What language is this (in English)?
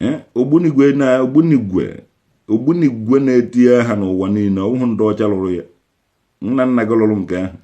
Igbo